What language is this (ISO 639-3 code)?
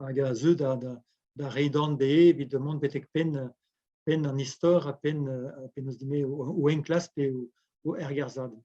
bre